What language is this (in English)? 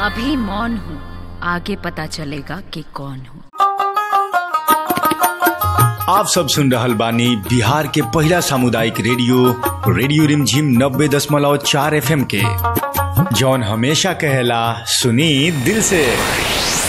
Bhojpuri